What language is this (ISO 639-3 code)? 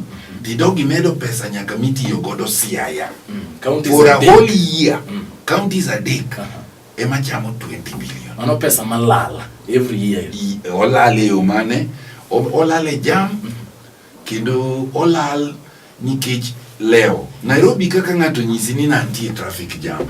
luo